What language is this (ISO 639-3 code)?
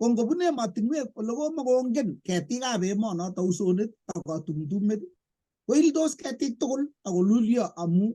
kln